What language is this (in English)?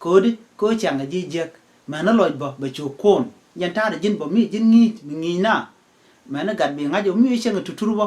Nuer